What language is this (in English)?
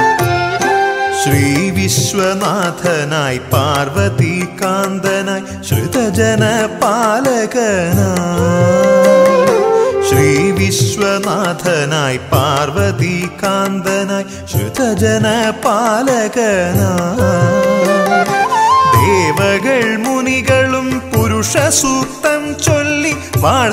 Malayalam